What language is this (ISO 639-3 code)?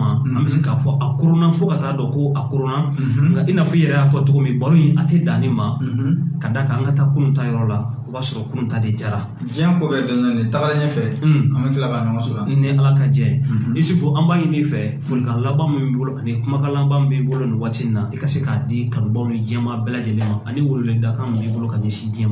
bam